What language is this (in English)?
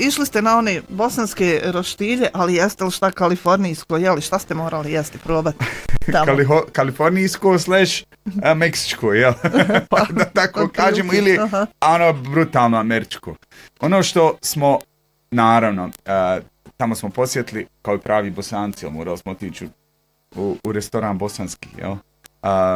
Bosnian